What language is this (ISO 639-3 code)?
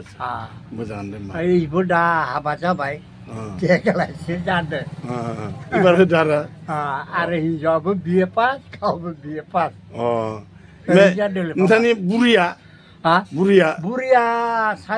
brx